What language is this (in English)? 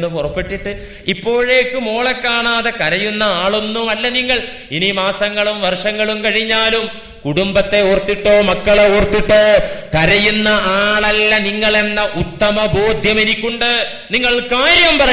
Malayalam